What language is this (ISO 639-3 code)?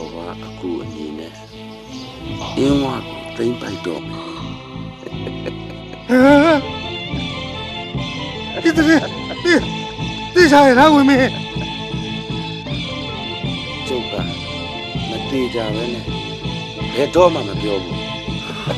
mya